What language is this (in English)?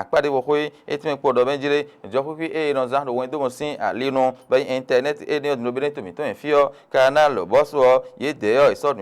Fon